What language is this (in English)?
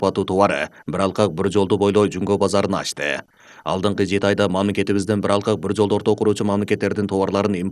Kyrgyz